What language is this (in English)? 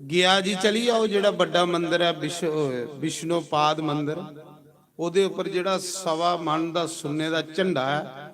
Dogri